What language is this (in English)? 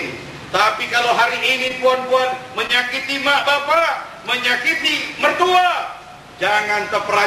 Malay